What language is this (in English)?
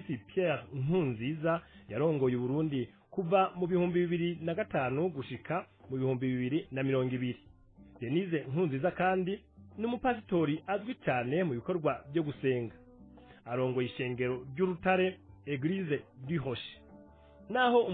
Rundi